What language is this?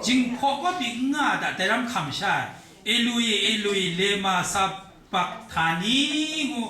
Kachin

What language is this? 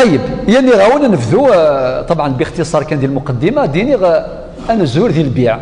Kabyle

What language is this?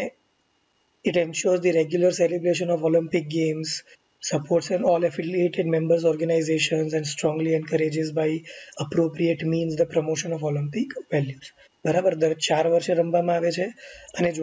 Gujarati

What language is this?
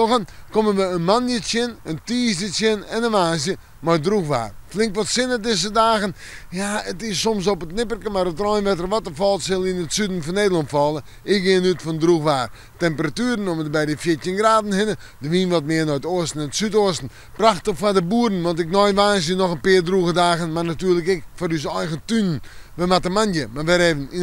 Western Frisian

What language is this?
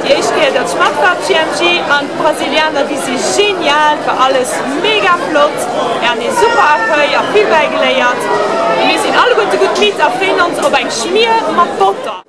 Luxembourgish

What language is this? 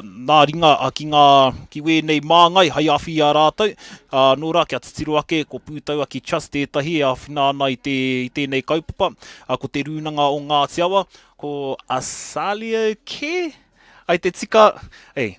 Māori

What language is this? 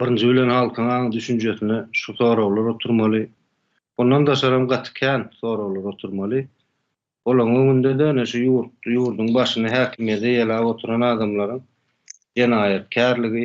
Turkmen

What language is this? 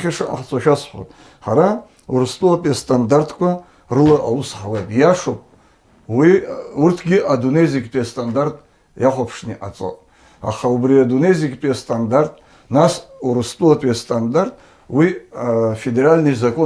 Abkhazian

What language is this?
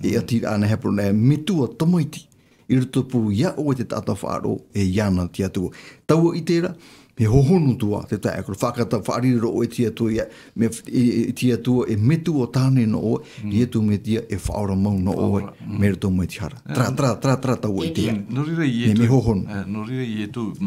Tahitian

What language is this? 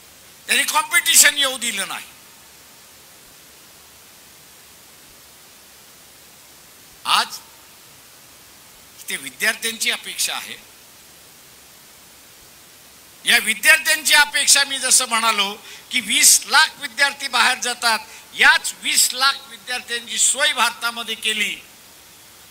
Marathi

